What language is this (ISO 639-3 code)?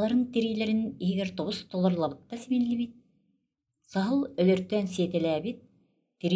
sah